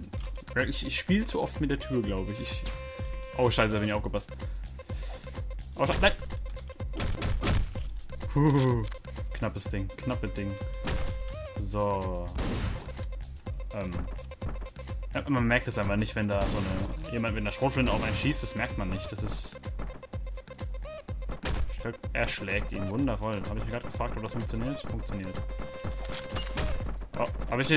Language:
German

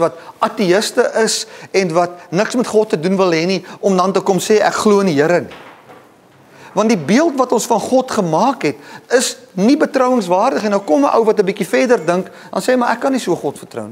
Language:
Afrikaans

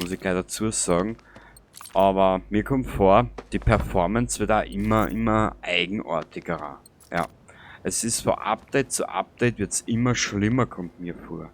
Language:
Bavarian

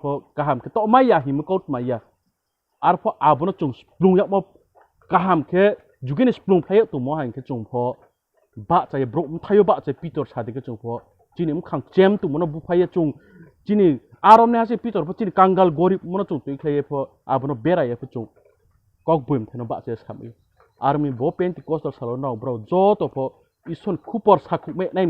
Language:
Riang (India)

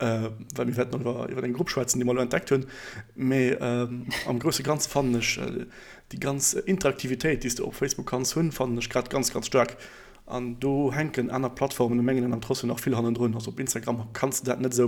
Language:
Luxembourgish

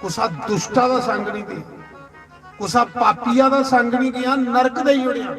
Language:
Dogri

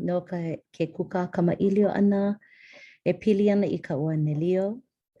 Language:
Hawaiian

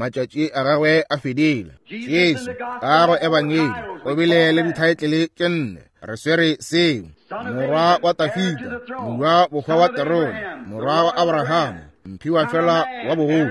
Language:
Northern Sotho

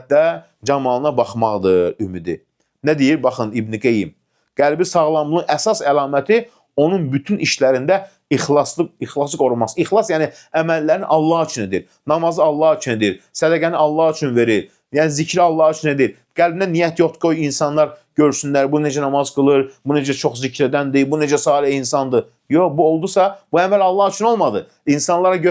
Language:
Azerbaijani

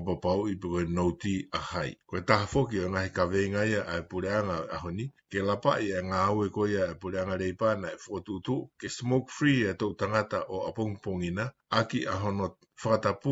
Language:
Tongan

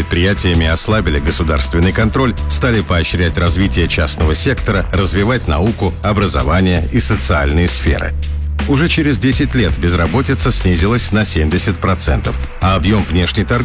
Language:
Russian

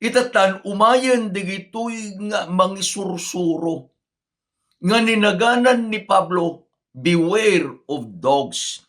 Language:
Iloko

